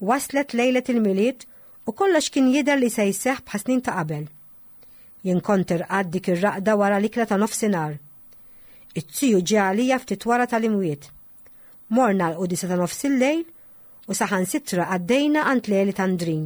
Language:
Maltese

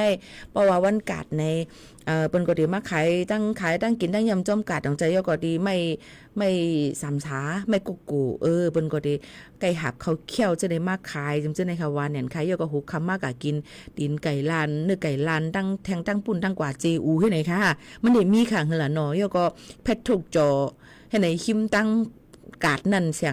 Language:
Shan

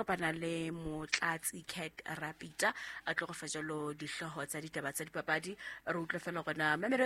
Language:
Southern Sotho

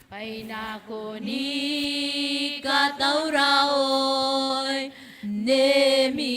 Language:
Gilbertese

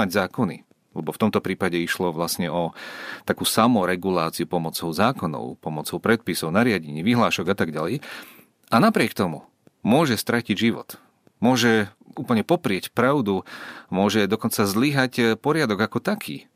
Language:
Slovak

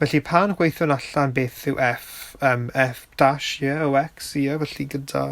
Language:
Welsh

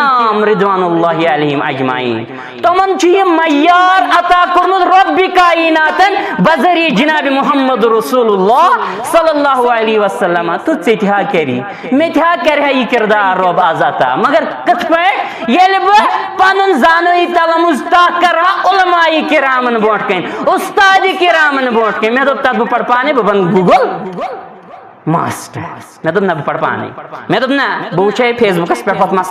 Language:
Kashmiri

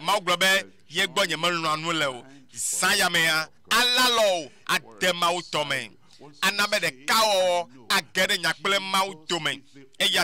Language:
Ewe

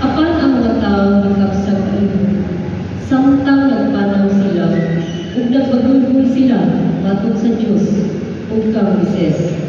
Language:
Cebuano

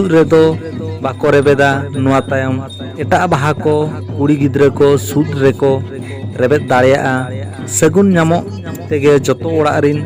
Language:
Santali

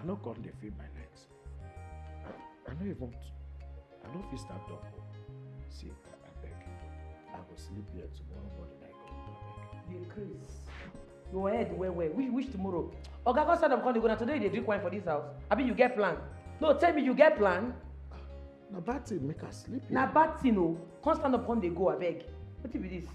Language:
Nigerian Pidgin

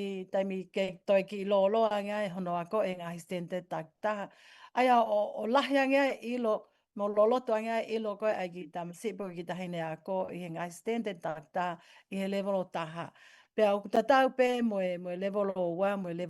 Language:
Tongan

